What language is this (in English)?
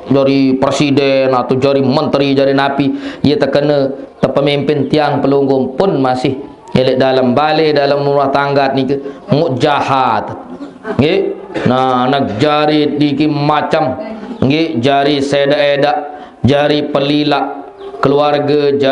Sasak